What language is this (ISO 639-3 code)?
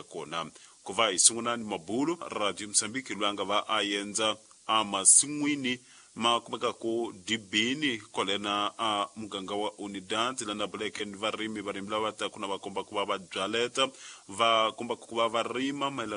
tso